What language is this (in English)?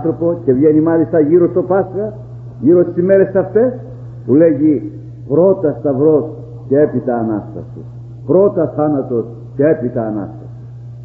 Greek